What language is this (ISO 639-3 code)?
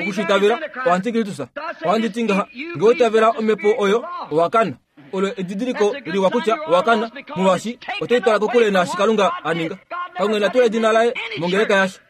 kua